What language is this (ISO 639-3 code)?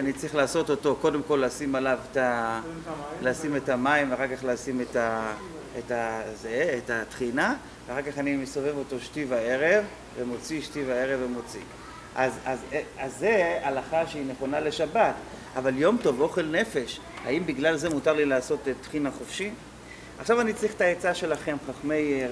heb